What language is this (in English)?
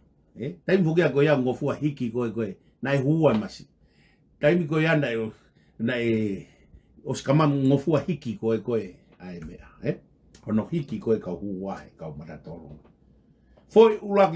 Tongan